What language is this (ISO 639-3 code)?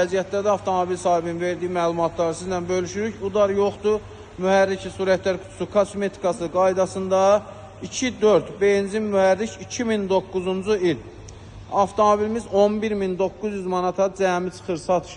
aze